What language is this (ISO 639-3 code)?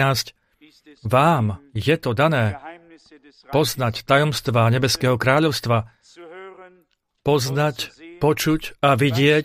slk